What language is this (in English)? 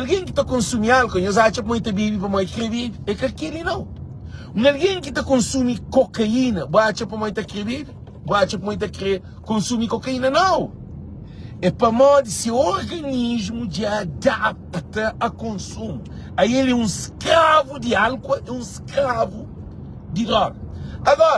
Kabuverdianu